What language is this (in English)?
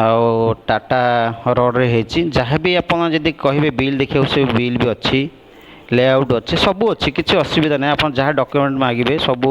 Odia